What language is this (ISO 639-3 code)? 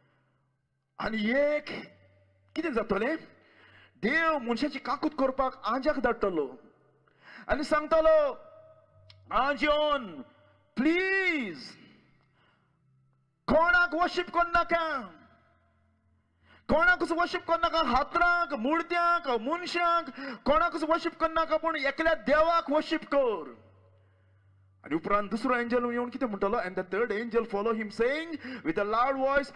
kok